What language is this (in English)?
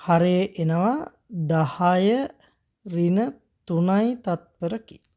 Sinhala